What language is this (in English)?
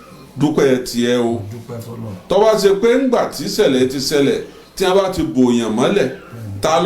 Yoruba